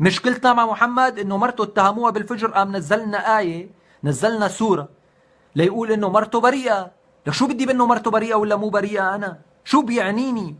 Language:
North Levantine Arabic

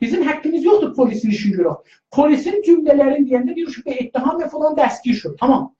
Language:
South Azerbaijani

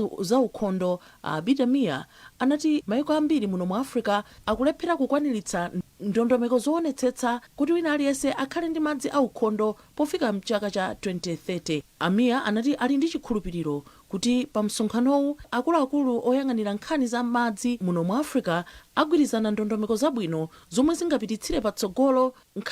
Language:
Nyanja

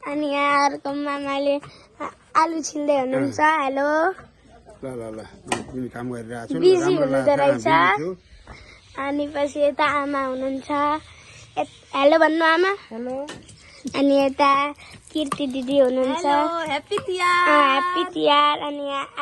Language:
Nepali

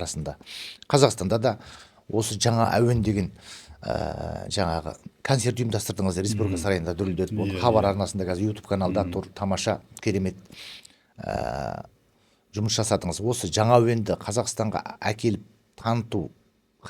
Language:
Kazakh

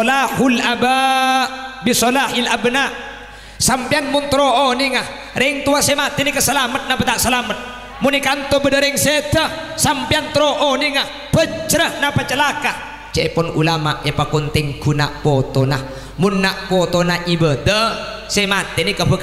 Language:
Madurese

